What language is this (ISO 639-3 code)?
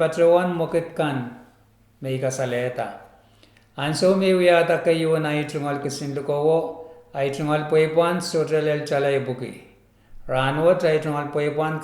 pon